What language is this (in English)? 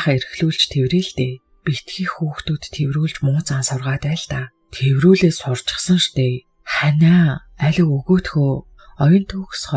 Mongolian